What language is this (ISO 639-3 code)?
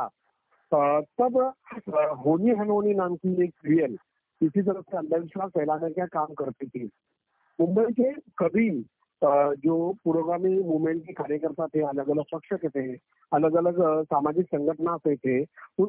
hin